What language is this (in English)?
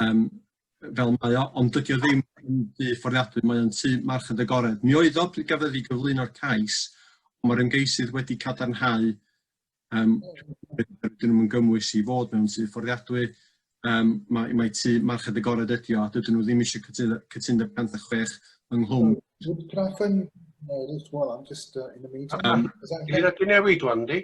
Welsh